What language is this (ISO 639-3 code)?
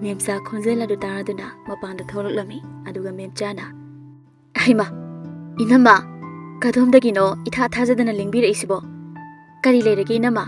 mni